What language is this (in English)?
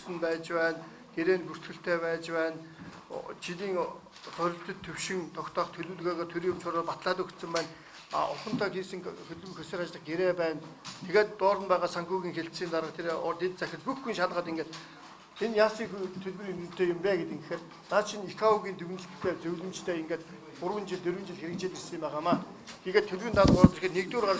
Mongolian